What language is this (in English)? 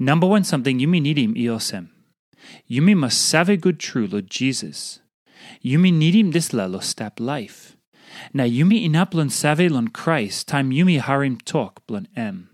Tok Pisin